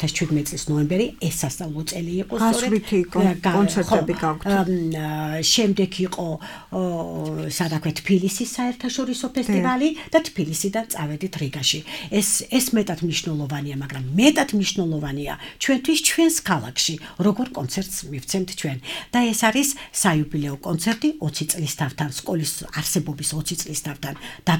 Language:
Georgian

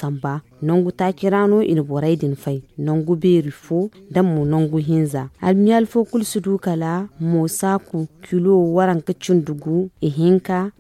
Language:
Zarma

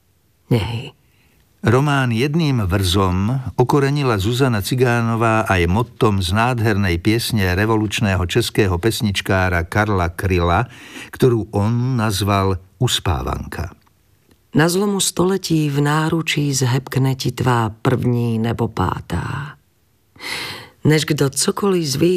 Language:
Slovak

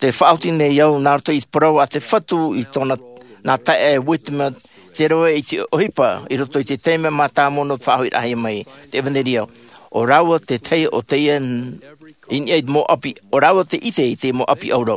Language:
Tahitian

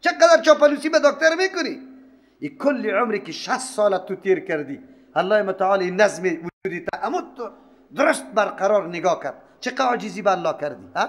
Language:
Persian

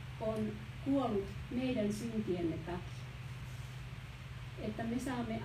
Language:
Finnish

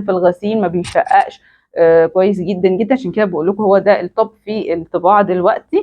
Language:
Egyptian Arabic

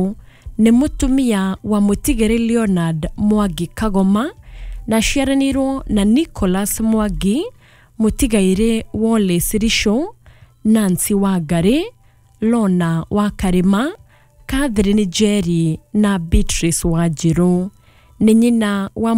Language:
Kikuyu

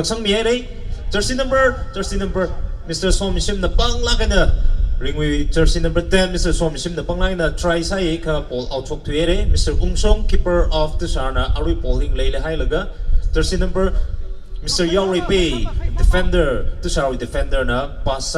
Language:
Tangkhul Naga (India)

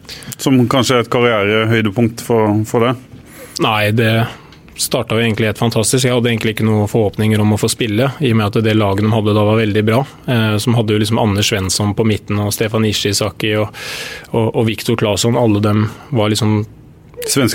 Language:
Norwegian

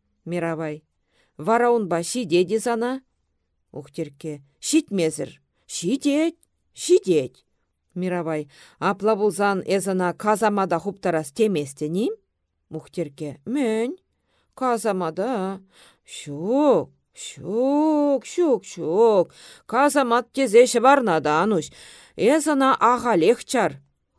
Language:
Chuvash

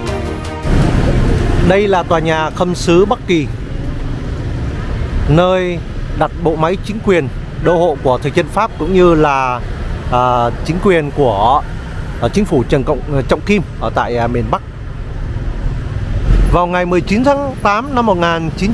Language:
Vietnamese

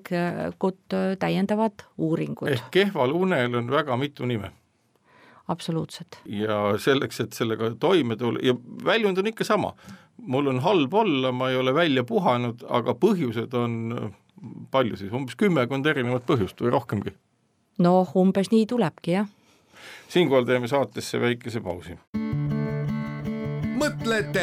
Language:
Estonian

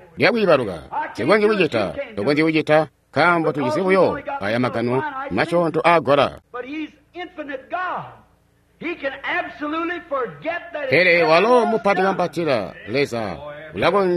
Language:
Tonga (Zambia)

